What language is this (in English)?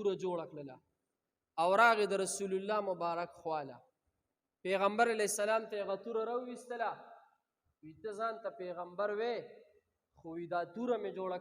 Pashto